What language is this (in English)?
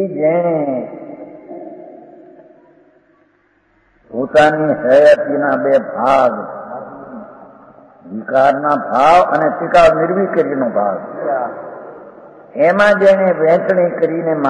Gujarati